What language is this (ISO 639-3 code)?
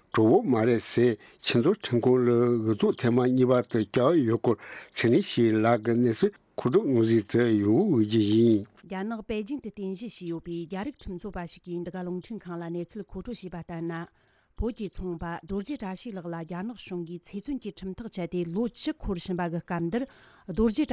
bod